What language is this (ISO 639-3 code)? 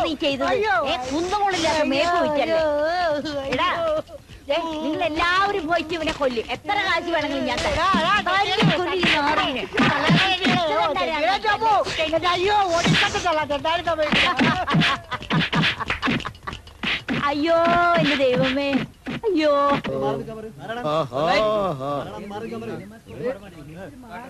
mal